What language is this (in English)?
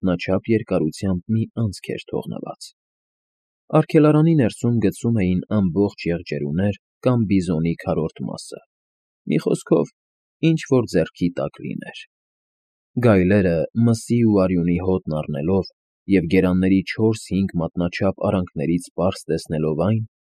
Armenian